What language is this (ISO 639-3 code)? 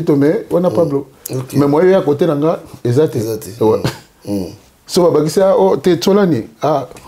lin